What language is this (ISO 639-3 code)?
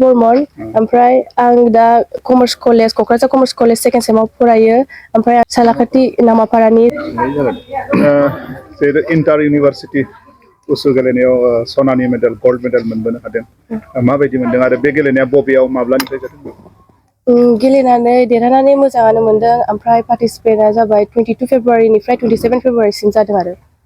brx